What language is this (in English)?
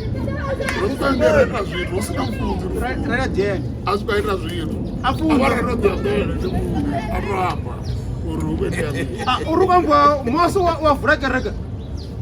Venda